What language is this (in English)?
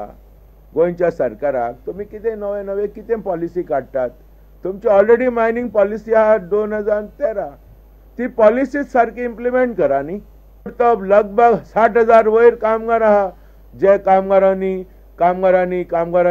Konkani